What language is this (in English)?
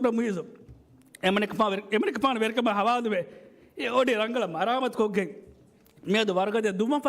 Divehi